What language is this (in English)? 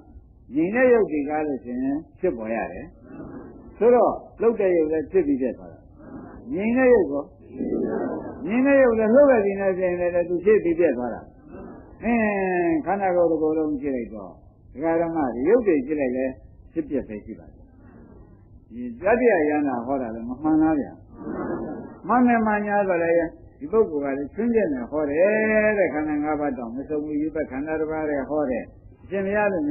Burmese